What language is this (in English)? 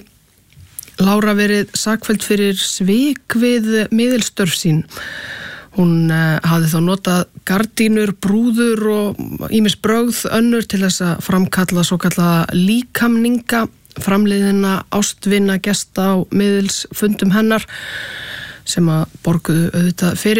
Icelandic